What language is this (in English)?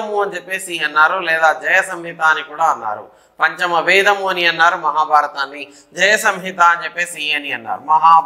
Telugu